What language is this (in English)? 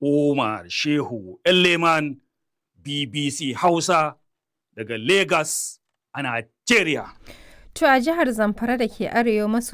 Hausa